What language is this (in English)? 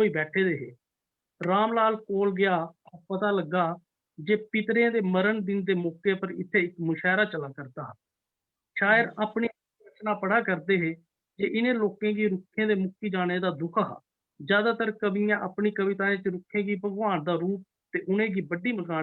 Dogri